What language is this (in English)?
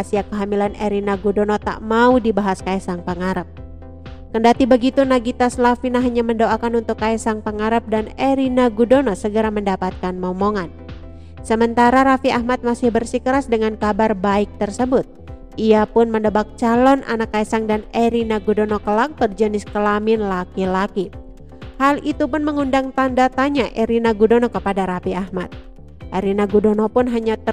Indonesian